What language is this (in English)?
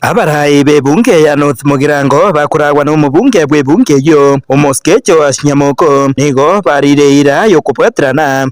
Gusii